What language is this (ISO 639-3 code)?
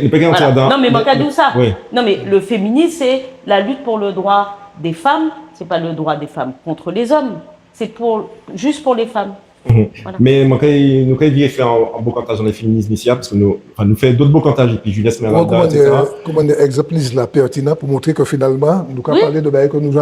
gcf